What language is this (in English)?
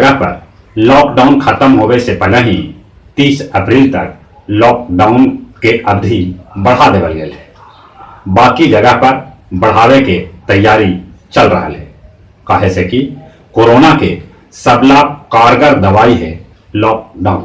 Magahi